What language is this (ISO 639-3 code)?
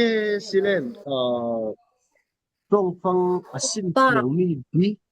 cfm